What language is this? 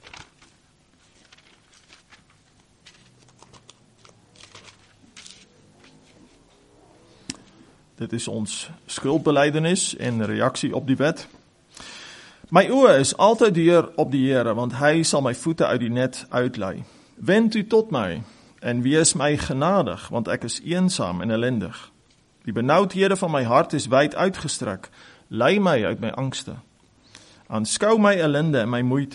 Afrikaans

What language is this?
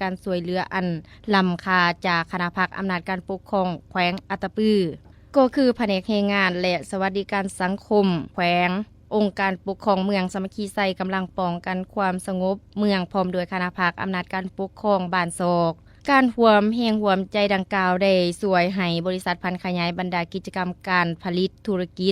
Lao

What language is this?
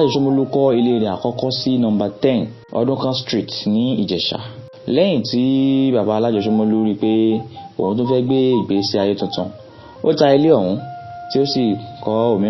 Yoruba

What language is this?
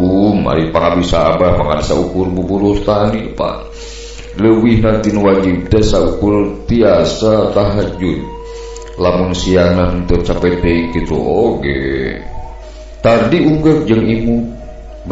Sundanese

